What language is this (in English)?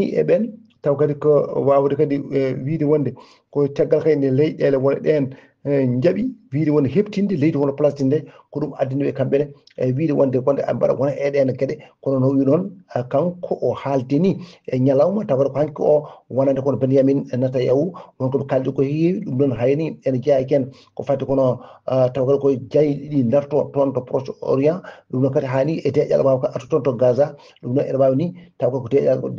Fula